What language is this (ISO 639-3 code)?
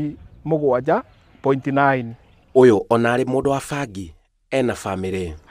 kik